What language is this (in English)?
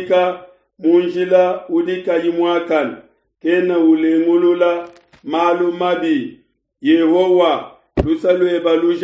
Luba-Lulua